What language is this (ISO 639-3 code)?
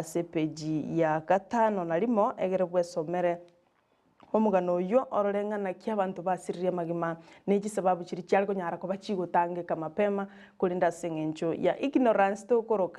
guz